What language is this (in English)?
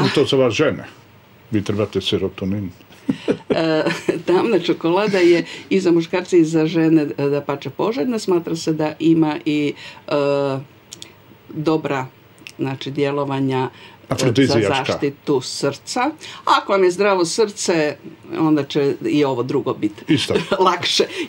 Croatian